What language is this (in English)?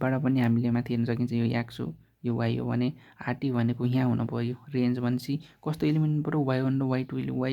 Nepali